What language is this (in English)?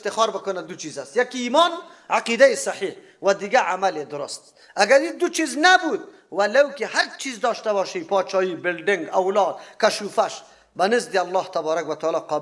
Persian